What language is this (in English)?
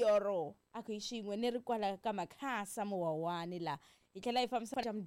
Tsonga